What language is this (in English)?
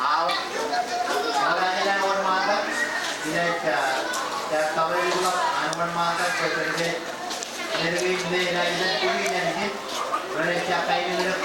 Marshallese